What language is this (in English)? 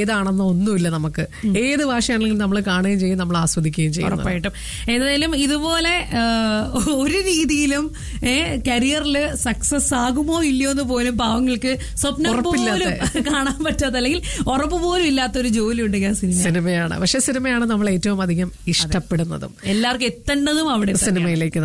Malayalam